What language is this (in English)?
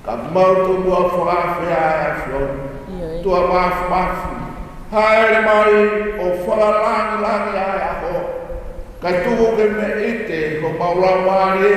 Tongan